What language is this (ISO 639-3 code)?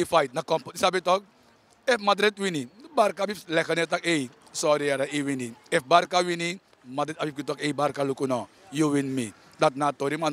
srn